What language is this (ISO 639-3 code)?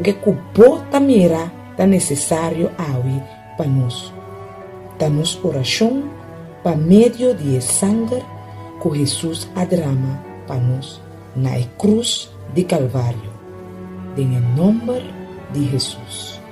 pap